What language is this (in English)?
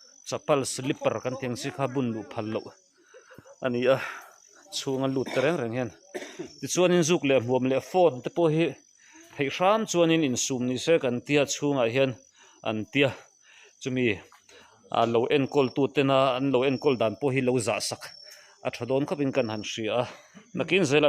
Mizo